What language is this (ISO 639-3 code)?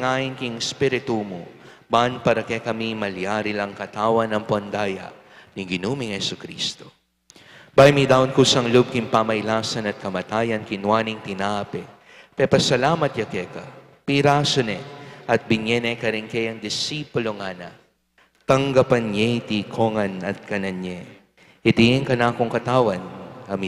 pam